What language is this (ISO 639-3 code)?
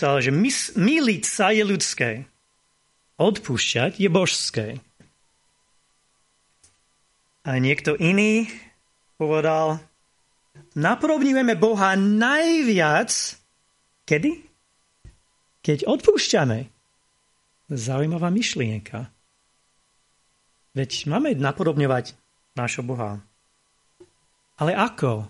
slk